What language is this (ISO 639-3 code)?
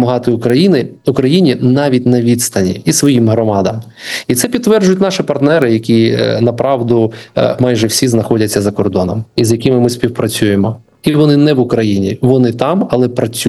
ukr